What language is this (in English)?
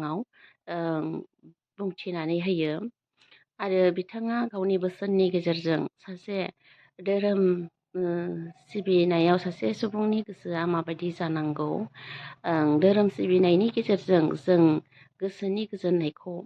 Bodo